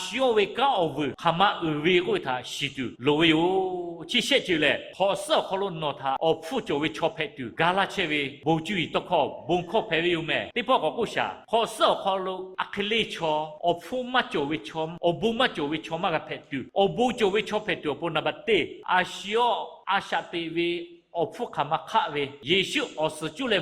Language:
Lahu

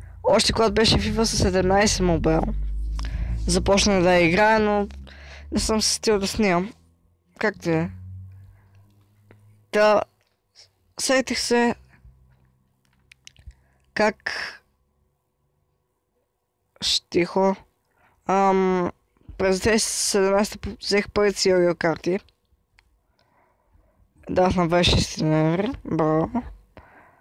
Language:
Bulgarian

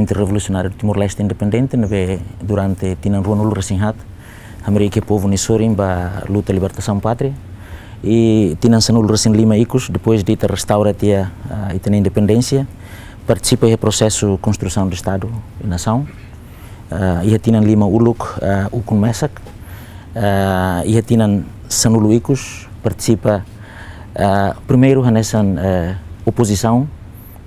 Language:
Tetum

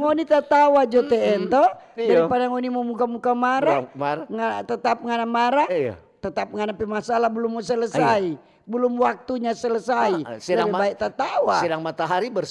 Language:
Manado Malay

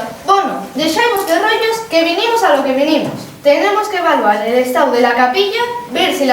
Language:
Asturian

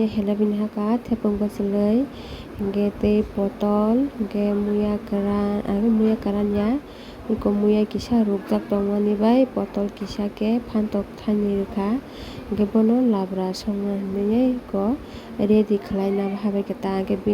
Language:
Kok Borok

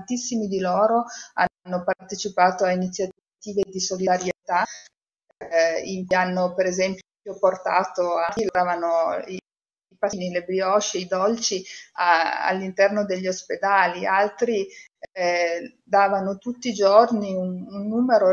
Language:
Italian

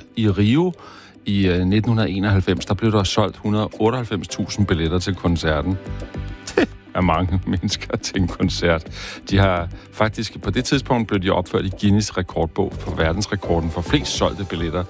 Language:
Danish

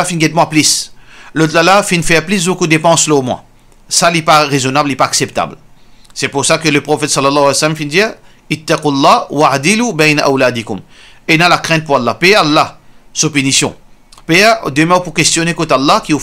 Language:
Morisyen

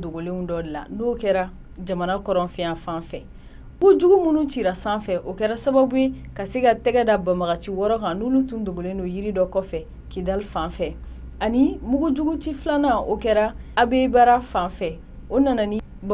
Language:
Bambara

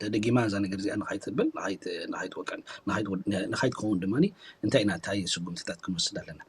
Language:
Tigrinya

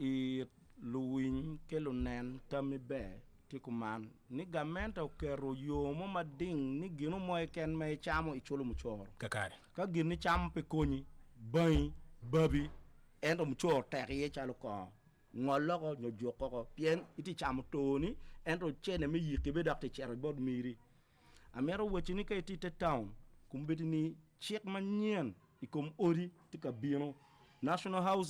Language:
Acoli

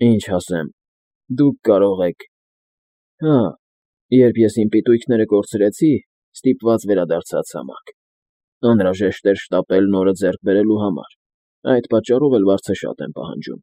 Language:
Armenian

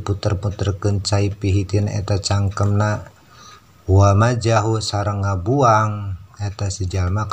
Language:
Sundanese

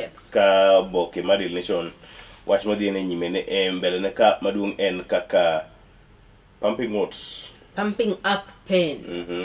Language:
Luo (Kenya and Tanzania)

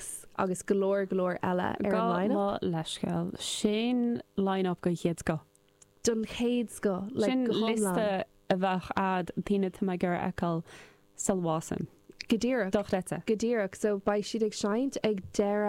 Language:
Irish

